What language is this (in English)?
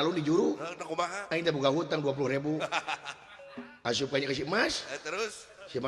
Sundanese